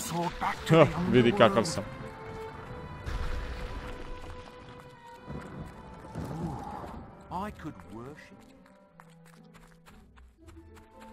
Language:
Croatian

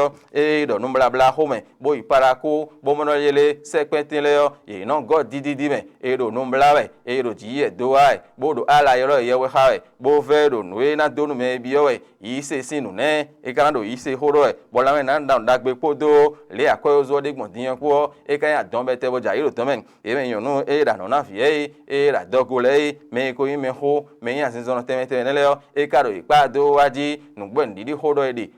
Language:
Fon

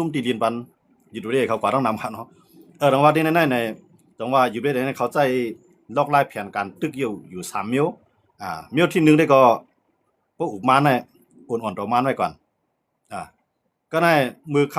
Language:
Shan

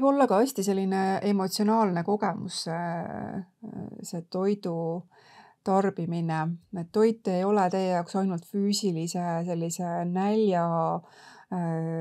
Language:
Estonian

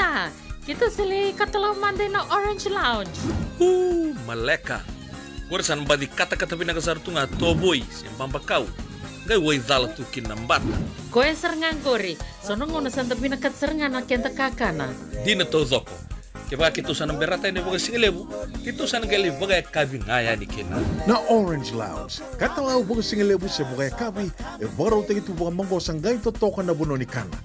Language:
Fijian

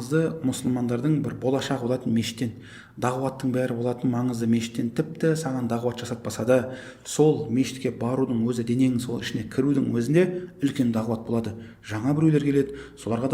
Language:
Kazakh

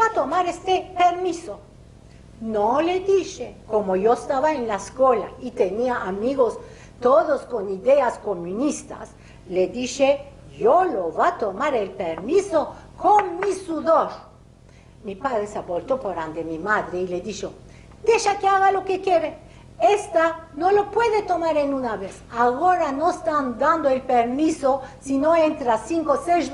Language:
Ladino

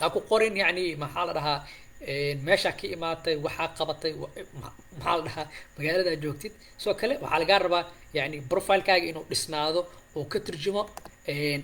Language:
Somali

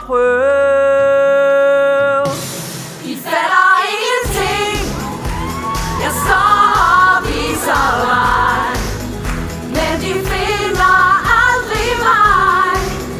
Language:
Danish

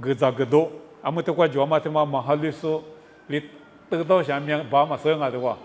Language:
Lisu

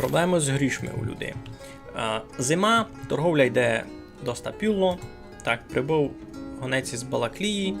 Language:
Rusyn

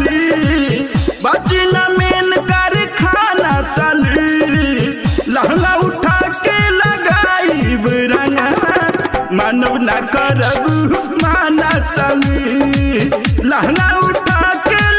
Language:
Bhojpuri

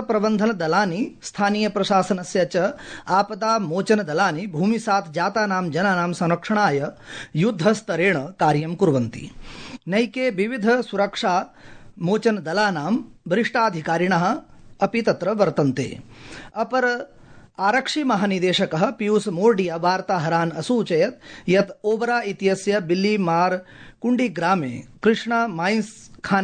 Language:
Sanskrit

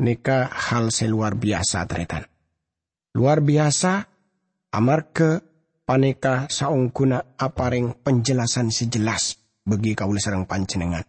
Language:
Madurese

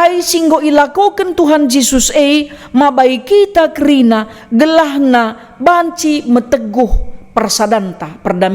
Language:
Batak Karo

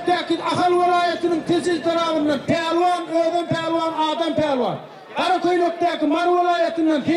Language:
Turkmen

